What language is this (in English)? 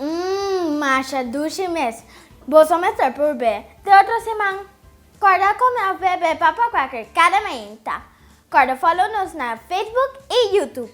Papiamento